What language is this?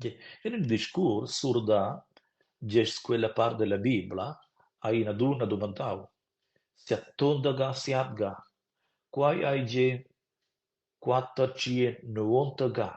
Romansh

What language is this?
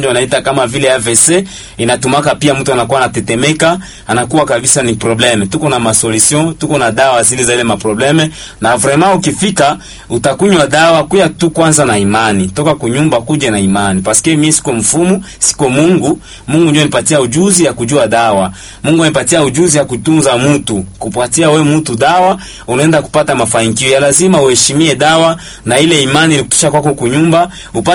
Swahili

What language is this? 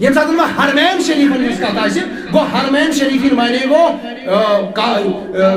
Kashmiri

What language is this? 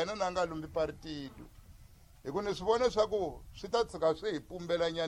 Tsonga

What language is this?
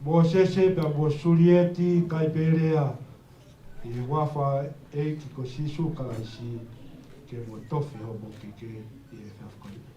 Tongan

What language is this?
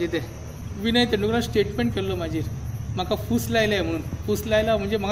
Konkani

